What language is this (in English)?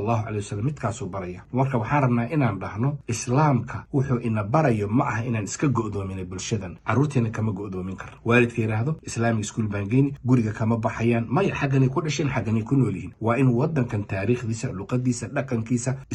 Somali